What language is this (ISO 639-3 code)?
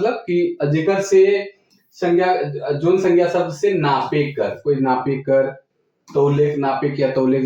sck